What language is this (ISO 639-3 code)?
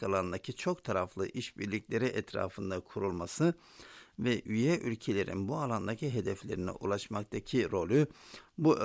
tur